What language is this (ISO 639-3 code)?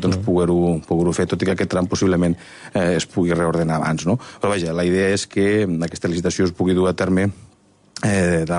cat